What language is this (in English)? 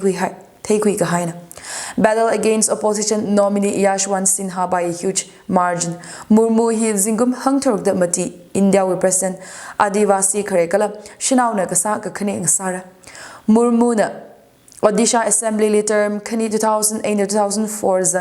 Tangkhul Naga (India)